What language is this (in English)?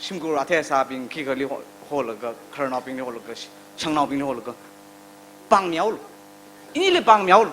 Tangkhul Naga (India)